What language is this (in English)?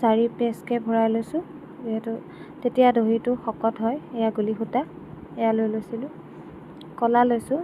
Assamese